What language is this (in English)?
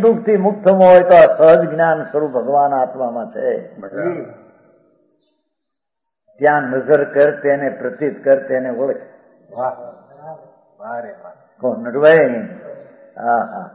Gujarati